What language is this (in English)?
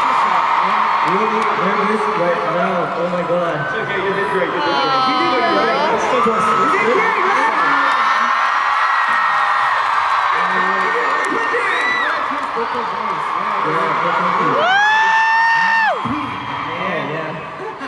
English